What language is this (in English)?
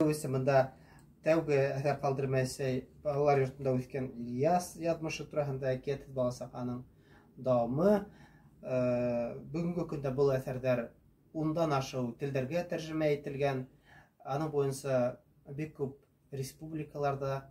Bashkir